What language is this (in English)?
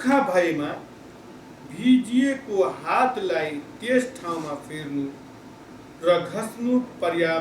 Nepali